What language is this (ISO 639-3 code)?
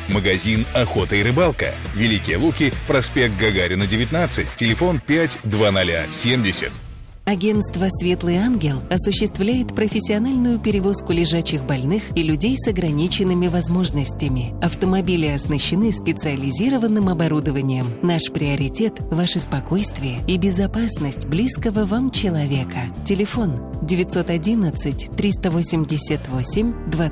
rus